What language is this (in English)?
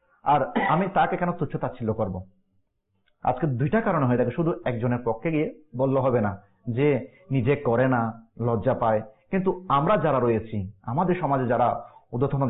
Bangla